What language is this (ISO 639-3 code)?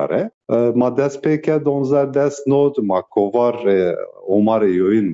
zza